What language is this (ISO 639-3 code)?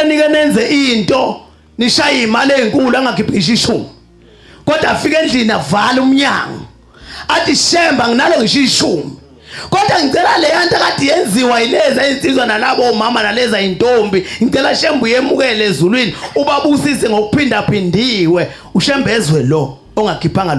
zul